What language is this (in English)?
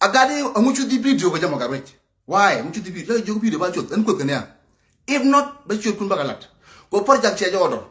Nuer